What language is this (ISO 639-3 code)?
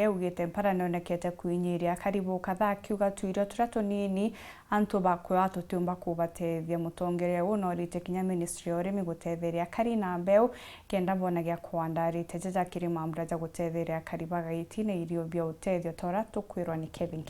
mer